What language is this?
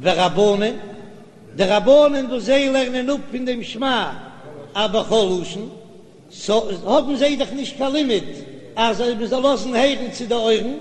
Yiddish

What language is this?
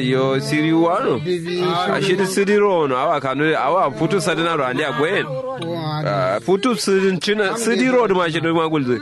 Kanuri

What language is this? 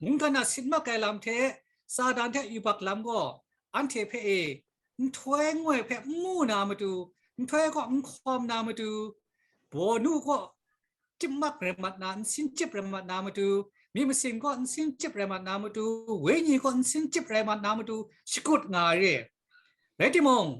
Kachin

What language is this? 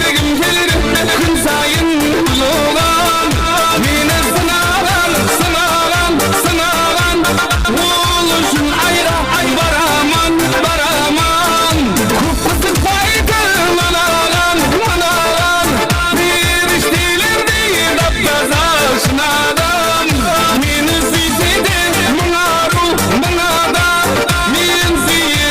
Kara-Kalpak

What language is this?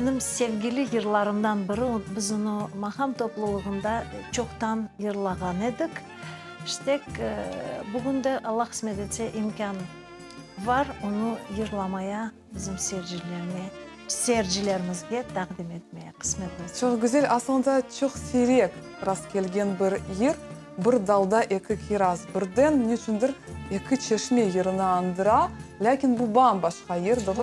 Crimean Tatar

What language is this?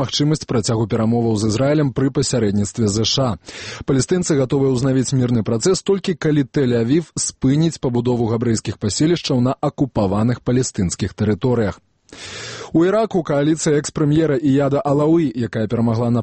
Belarusian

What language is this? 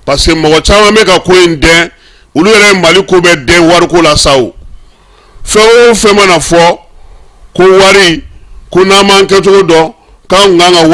Bambara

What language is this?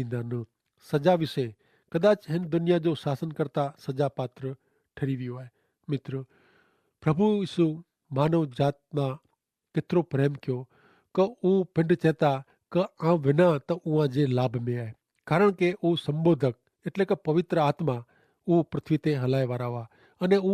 Kachhi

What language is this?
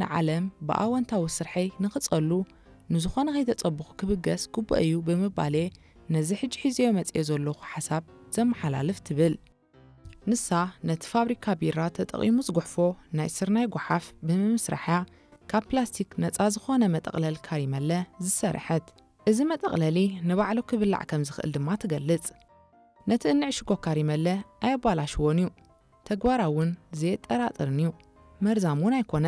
Tigrinya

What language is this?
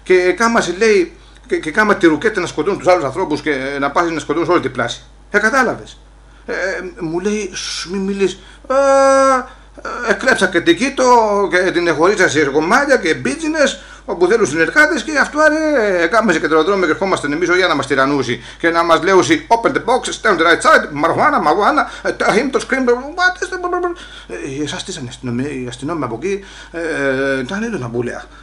Greek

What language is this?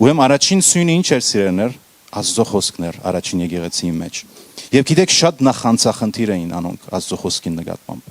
Western Armenian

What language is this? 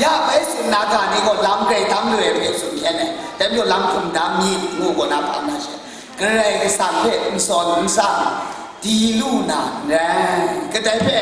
Kachin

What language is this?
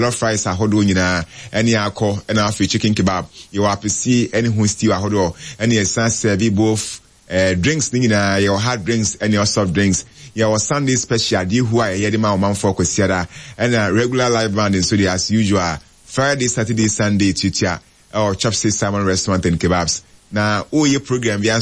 Akan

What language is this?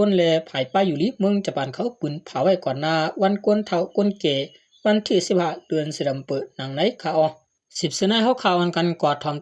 Shan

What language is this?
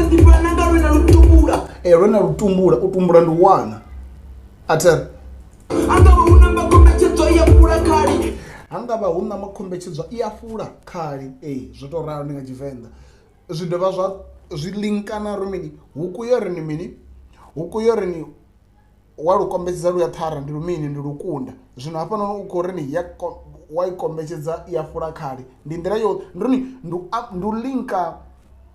Venda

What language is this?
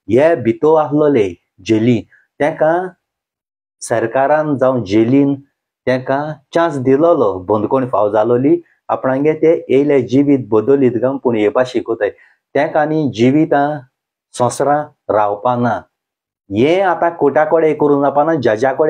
Konkani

